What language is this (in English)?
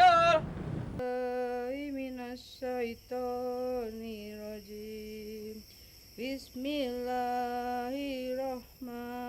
Betawi